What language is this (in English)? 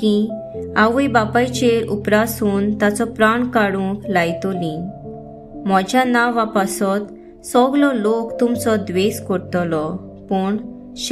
Konkani